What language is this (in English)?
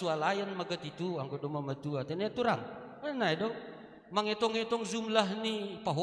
Batak Simalungun